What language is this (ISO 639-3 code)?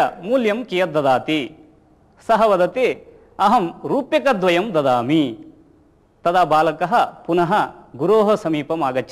san